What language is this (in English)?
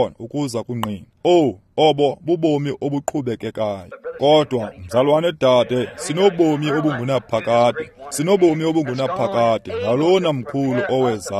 Xhosa